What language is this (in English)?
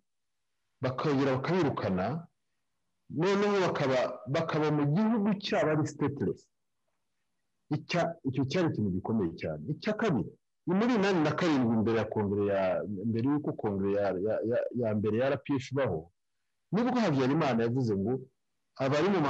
Kinyarwanda